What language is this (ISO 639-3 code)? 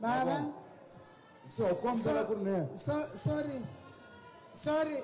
tso